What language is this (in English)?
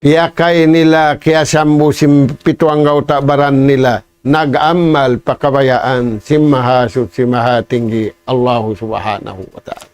Tausug